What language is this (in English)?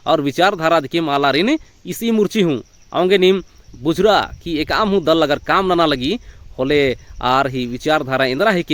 Kurukh